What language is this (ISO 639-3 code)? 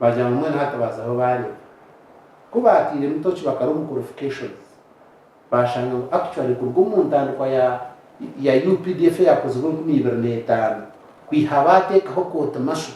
nyn